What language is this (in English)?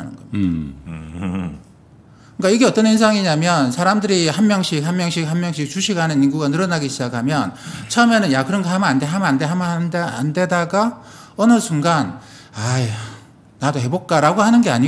Korean